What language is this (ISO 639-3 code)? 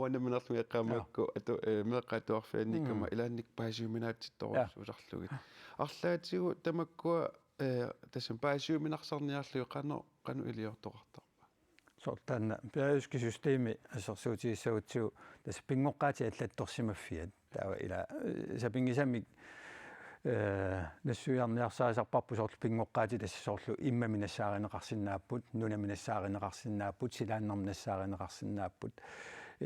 kal